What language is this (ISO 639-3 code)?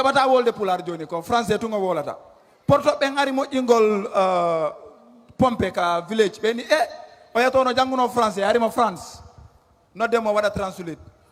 ful